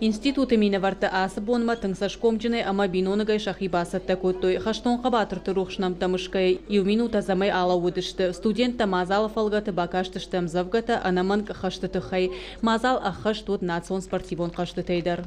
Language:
Ossetic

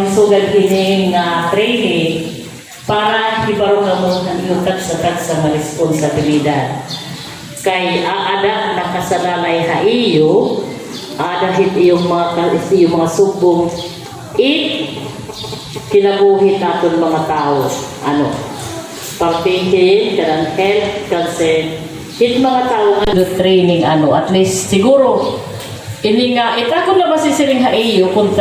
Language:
Waray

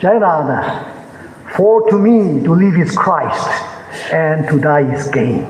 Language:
Tangkhul Naga (India)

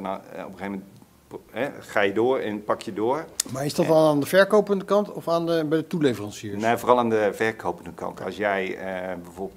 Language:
Dutch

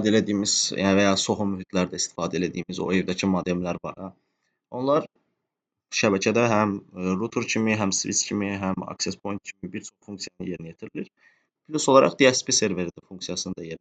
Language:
Azerbaijani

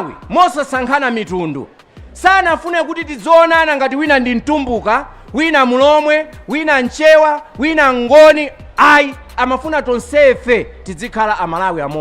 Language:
Nyanja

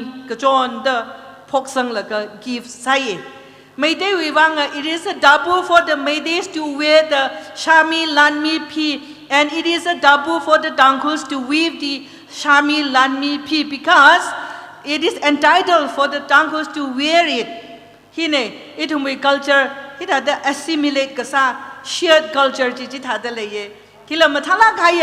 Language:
Tangkhul Naga (India)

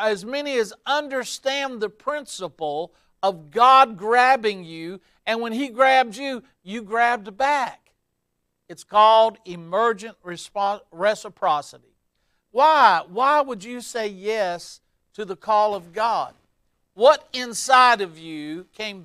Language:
English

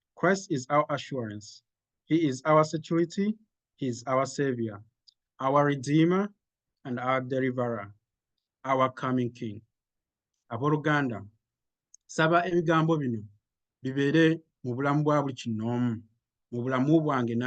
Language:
Ganda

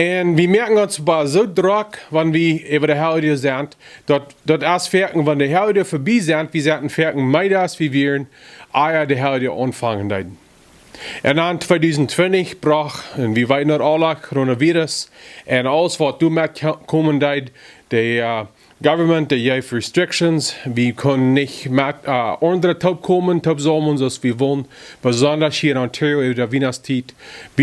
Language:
Plautdietsch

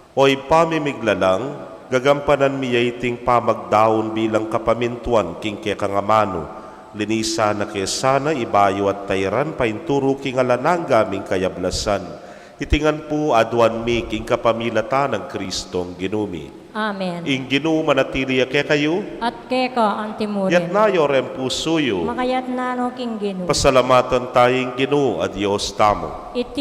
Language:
Pampanga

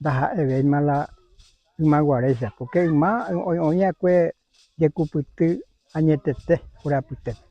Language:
Guarani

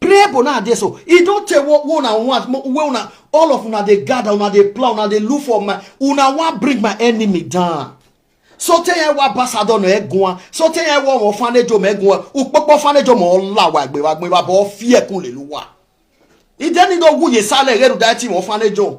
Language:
Nigerian Pidgin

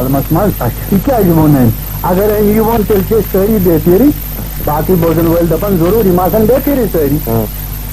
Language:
Kashmiri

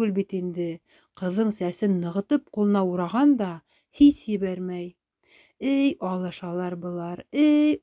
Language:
Bashkir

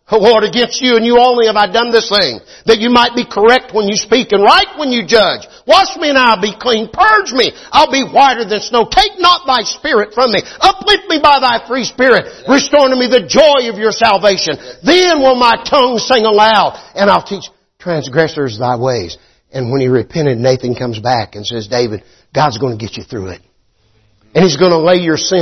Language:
English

